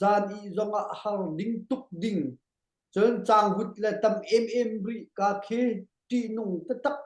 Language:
Hakha Chin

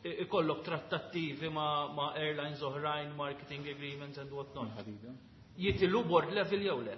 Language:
Maltese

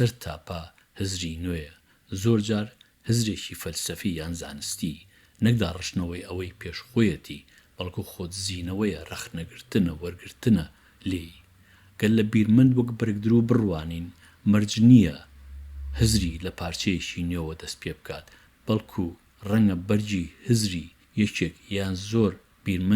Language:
Central Kurdish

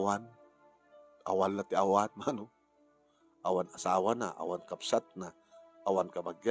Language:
Iloko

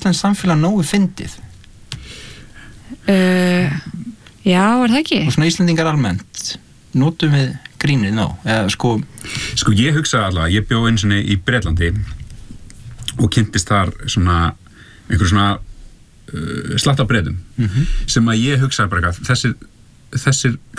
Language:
Icelandic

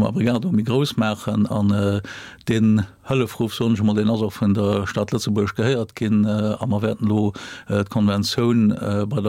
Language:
Luxembourgish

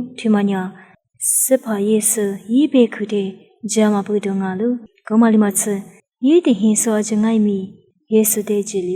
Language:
Lisu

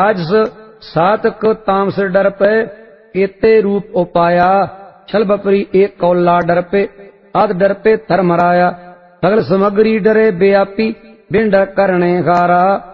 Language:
Punjabi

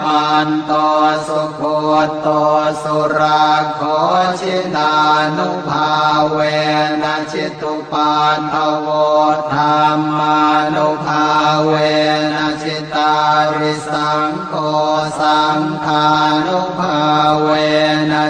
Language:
Pali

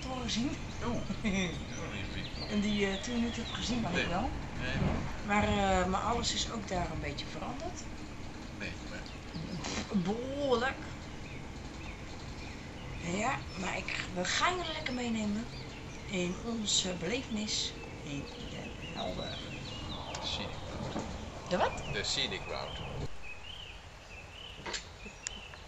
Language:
Dutch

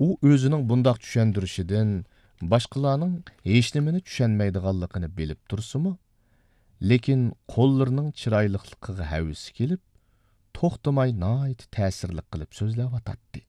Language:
Uyghur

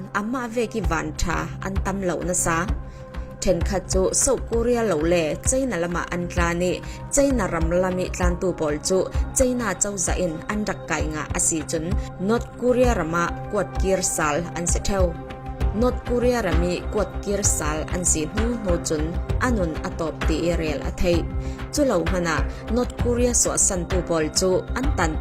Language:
Falam Chin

